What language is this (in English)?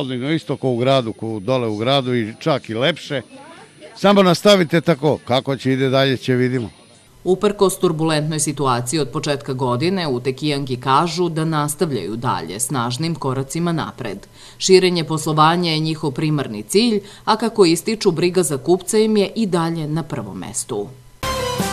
Serbian